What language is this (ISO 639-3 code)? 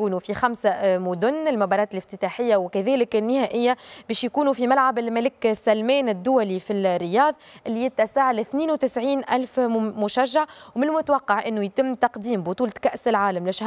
aeb